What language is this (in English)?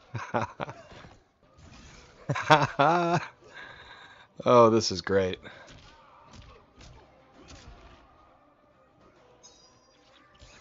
English